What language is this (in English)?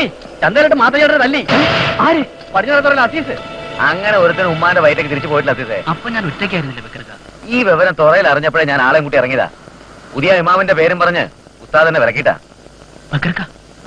Malayalam